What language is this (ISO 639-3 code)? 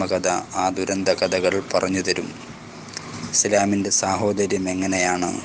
mal